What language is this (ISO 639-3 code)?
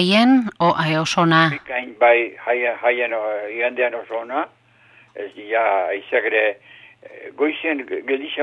eus